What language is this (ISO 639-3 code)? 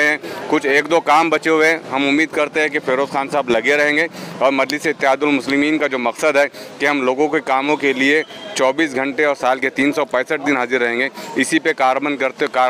hin